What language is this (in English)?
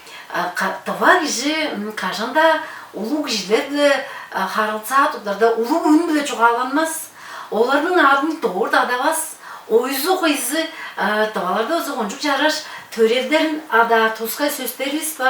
Tuvinian